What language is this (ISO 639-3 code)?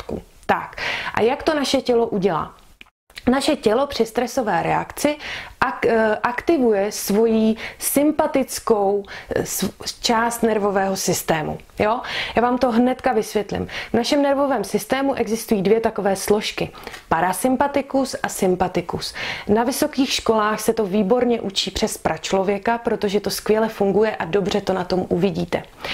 ces